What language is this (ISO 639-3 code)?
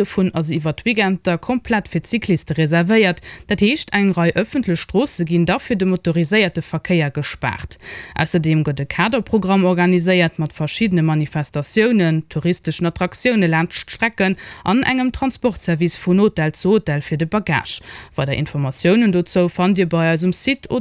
ltz